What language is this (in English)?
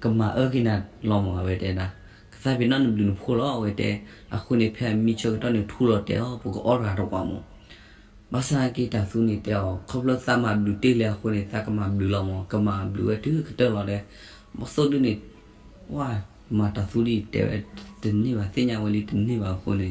S'gaw Karen